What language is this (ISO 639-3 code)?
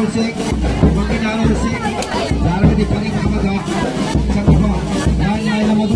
mni